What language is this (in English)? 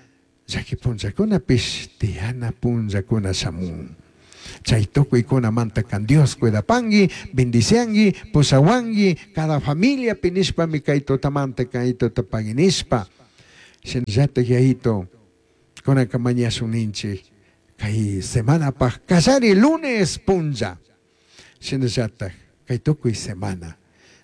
Chimborazo Highland Quichua